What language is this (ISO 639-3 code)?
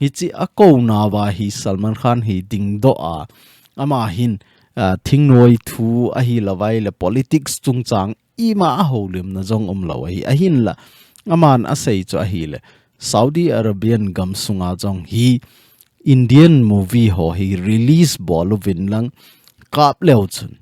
tcz